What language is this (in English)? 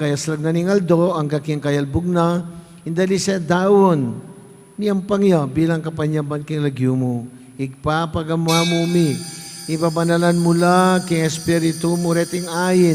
Pampanga